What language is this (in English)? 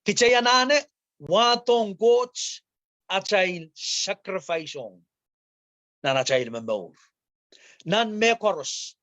Pohnpeian